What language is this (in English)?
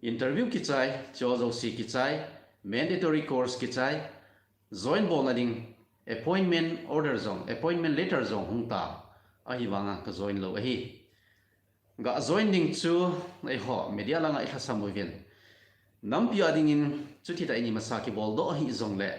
Thado Chin